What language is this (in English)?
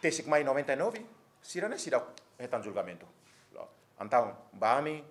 Tetum